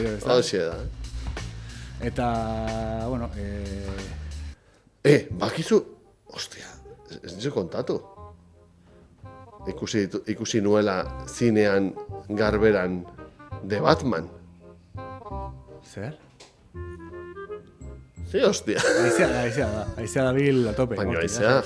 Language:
Basque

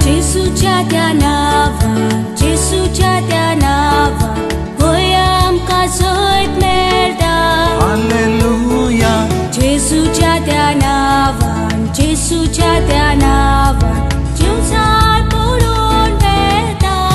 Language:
Konkani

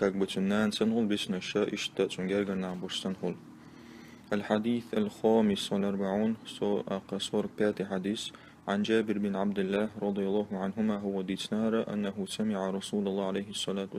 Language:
Chechen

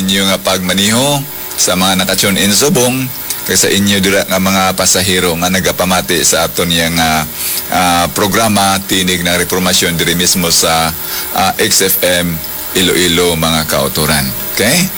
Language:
Hiligaynon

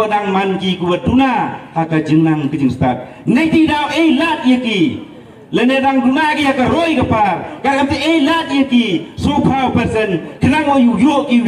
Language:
Khasi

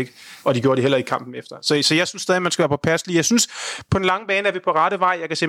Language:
Danish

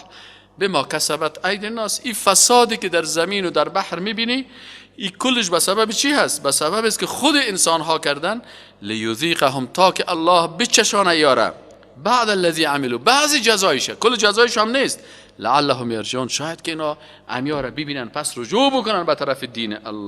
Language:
Persian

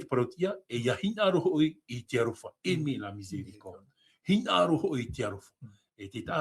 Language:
Tahitian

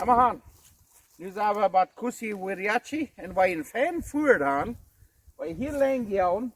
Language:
Plautdietsch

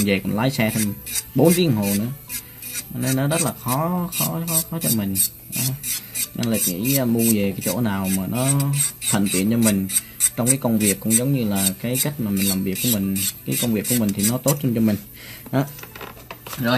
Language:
Vietnamese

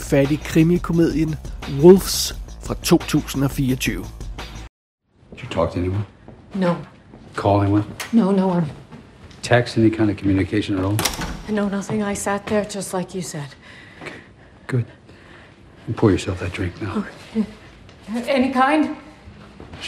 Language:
Danish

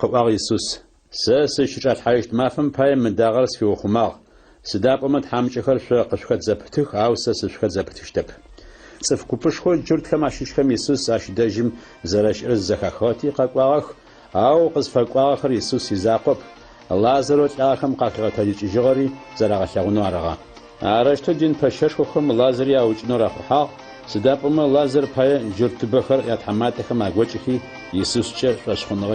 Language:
Adyghe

